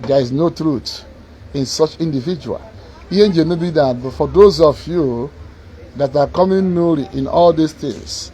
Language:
Igbo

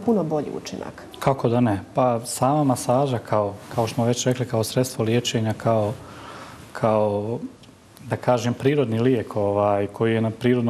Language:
Bosnian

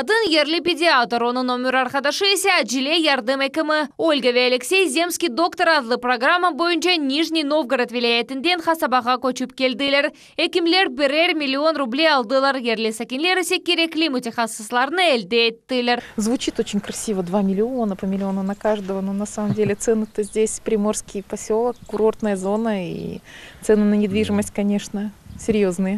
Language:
Crimean Tatar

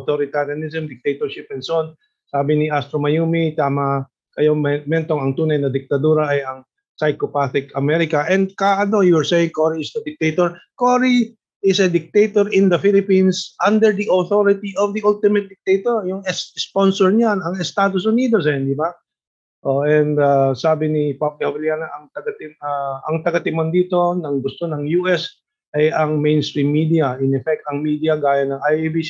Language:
Filipino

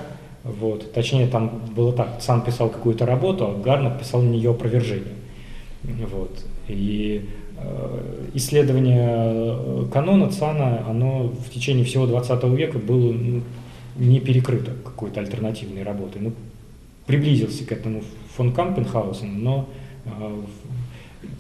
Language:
Russian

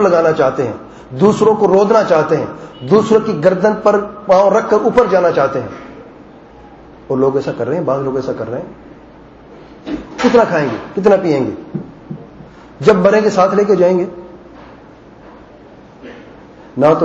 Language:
Urdu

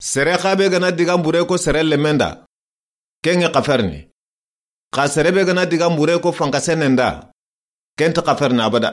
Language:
Soninke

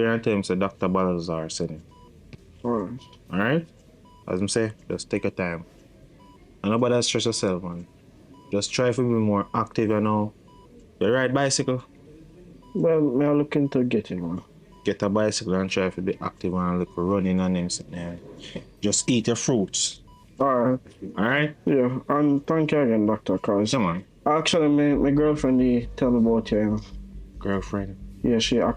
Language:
Jamaican Creole English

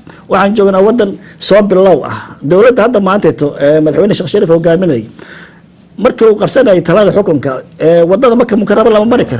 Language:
Somali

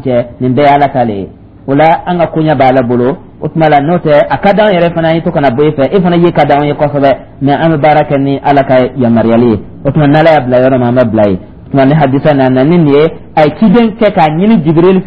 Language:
Dyula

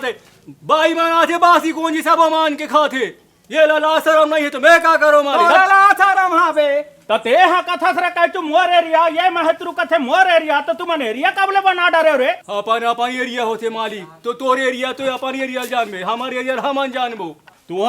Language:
Chhattisgarhi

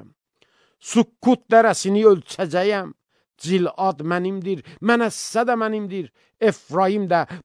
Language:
Azerbaijani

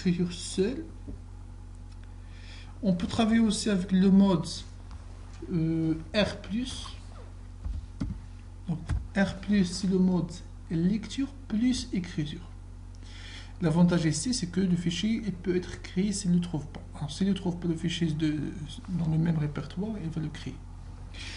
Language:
French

